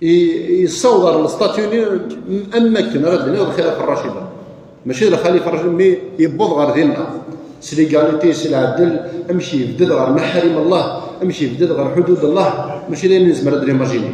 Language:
Kabyle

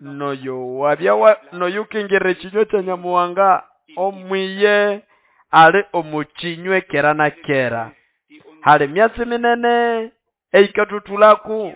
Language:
Nande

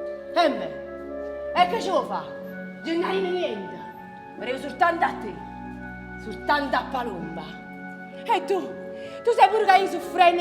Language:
Neapolitan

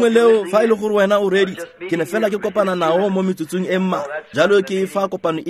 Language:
Tswana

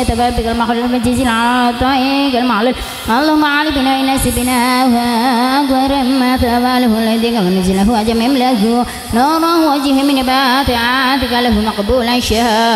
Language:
Arabic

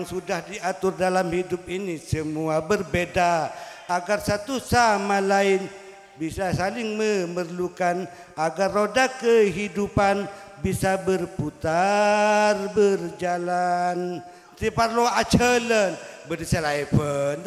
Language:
Madurese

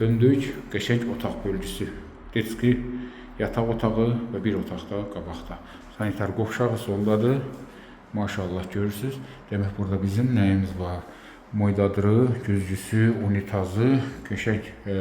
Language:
Azerbaijani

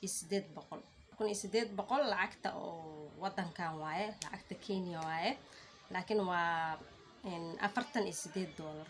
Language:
Somali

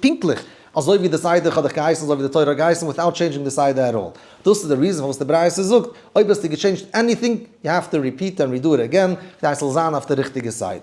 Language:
Yiddish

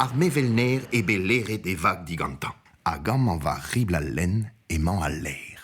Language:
Breton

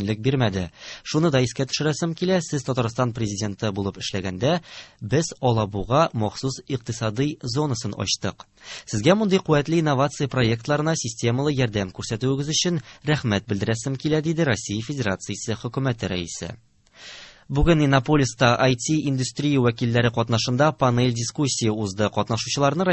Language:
Tatar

